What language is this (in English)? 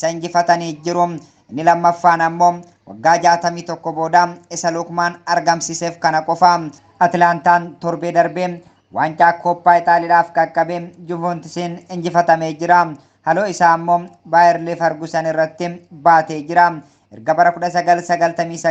Oromo